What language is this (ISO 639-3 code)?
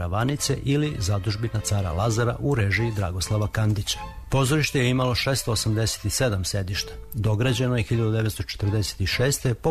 srp